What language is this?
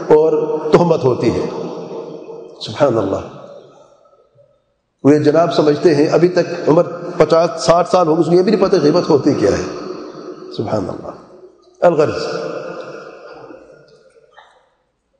Urdu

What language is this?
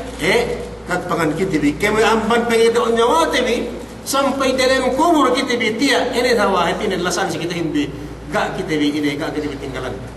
Yakan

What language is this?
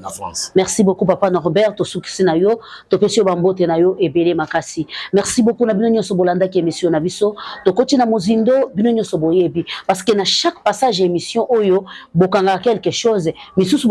Lingala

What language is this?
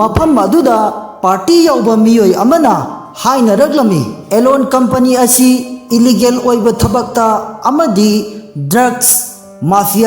Manipuri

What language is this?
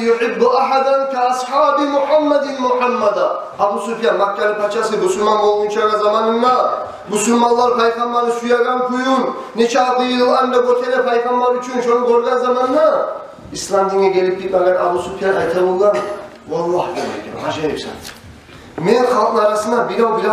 Kumyk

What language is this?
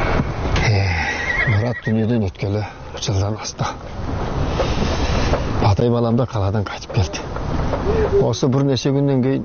Kazakh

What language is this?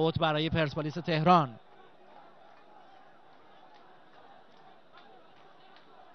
Persian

